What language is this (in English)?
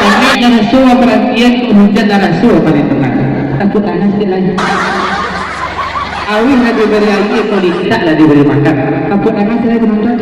Minangkabau